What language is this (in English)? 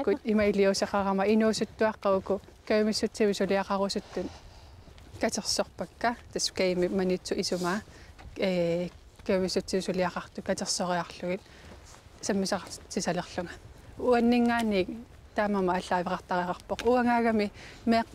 Kalaallisut